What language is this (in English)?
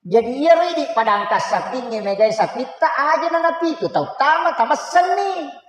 Buginese